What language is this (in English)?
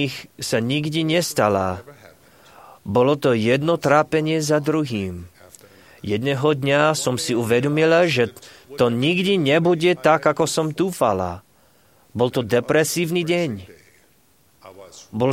Slovak